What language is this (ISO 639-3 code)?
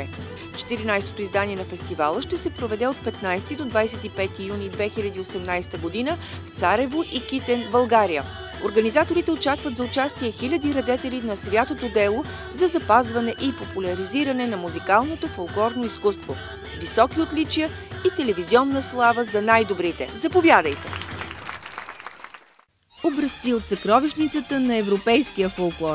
bul